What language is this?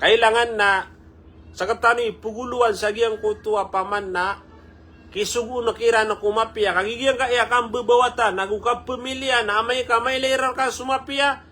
Maranao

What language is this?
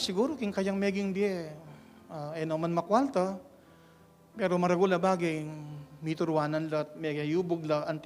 Pampanga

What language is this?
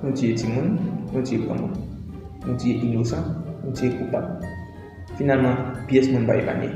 Haitian Creole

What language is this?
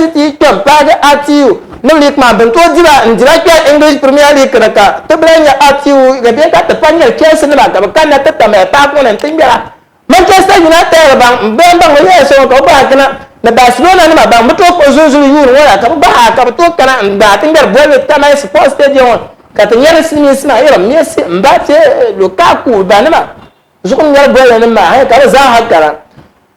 Dagbani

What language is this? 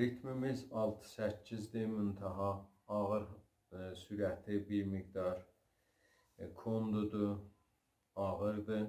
South Azerbaijani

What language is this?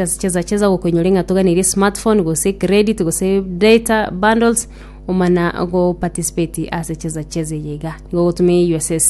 Gusii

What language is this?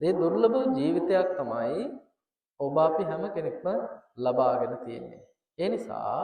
Sinhala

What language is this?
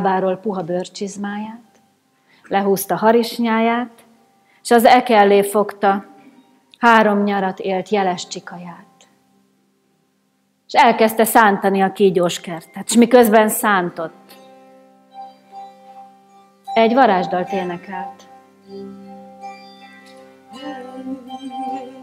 Hungarian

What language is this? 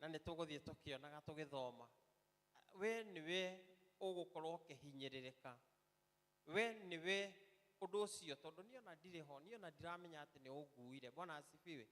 Kikuyu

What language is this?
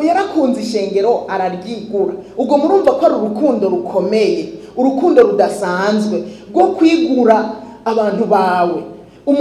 Rundi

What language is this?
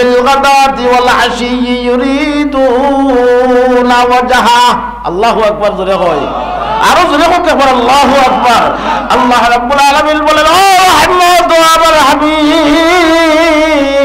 Sylheti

